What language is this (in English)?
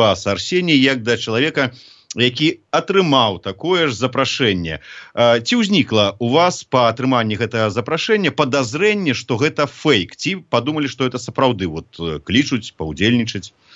Belarusian